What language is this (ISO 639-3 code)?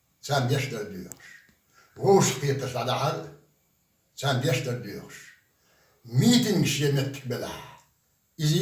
che